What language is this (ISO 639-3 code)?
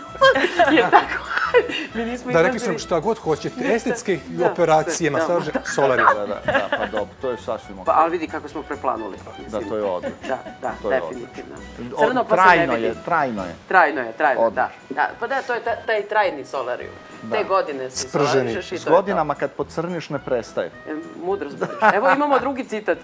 srp